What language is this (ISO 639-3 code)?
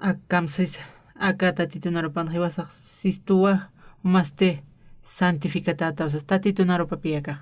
aym